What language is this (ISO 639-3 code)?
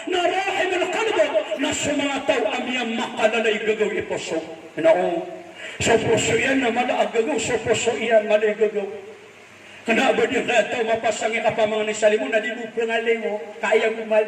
mrw